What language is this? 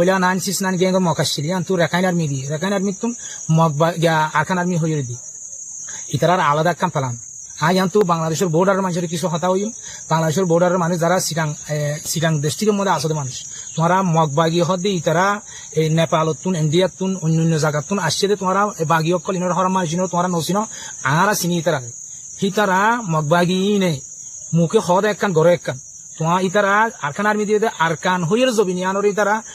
Rohingya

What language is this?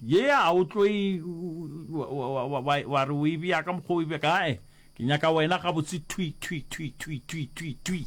Northern Sotho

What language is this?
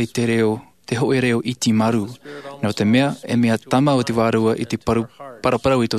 Tahitian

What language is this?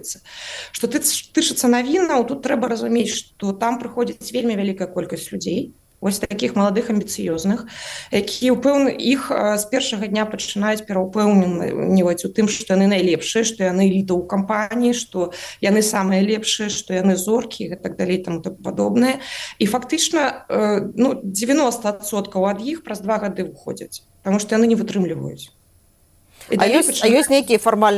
Belarusian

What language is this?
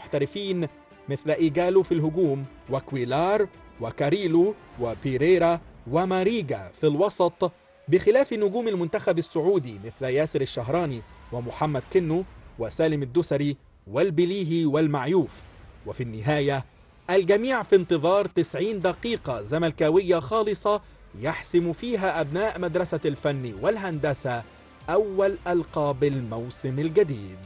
Egyptian Arabic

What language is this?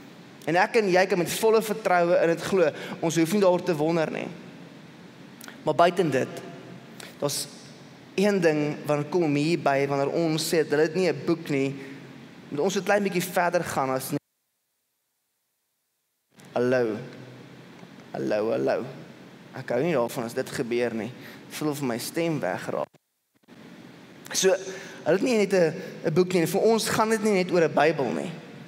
Afrikaans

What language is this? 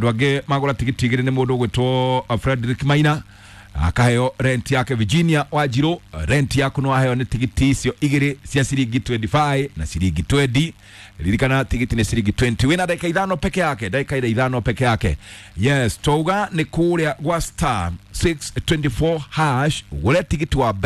Kikuyu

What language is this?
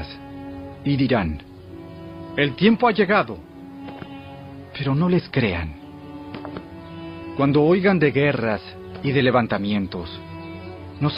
Spanish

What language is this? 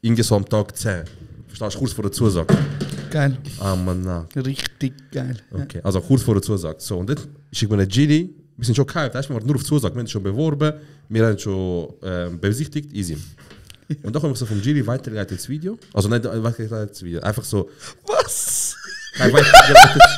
Swiss German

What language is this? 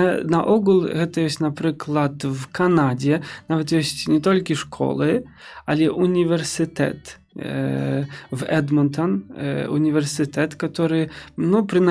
Belarusian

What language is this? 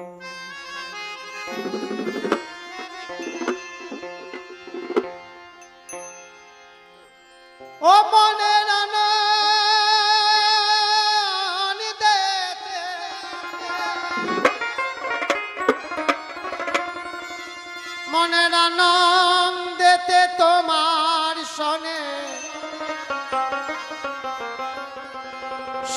Bangla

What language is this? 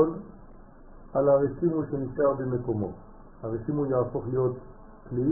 Hebrew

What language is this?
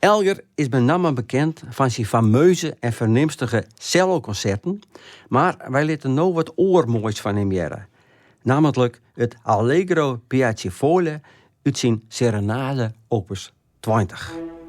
Western Frisian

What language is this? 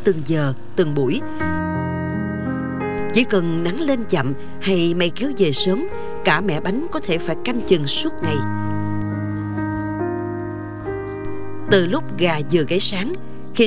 Vietnamese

